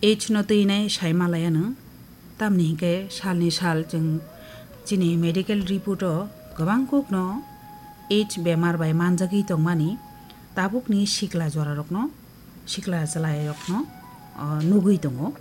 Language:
Kok Borok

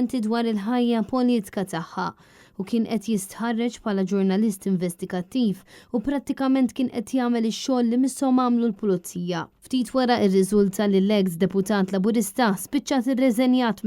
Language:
Maltese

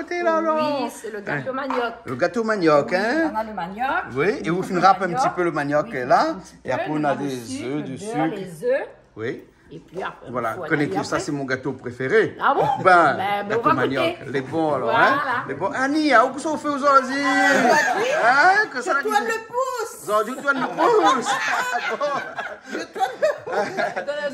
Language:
Réunion Creole French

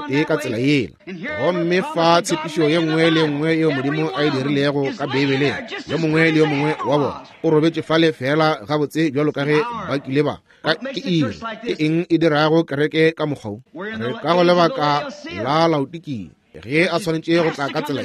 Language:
Northern Sotho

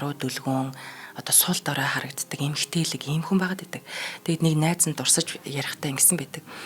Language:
Mongolian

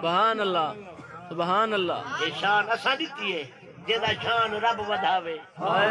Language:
Saraiki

